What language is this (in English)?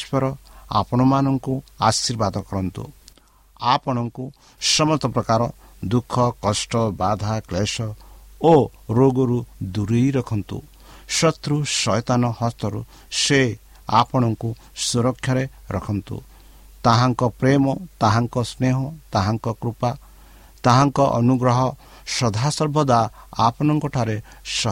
Odia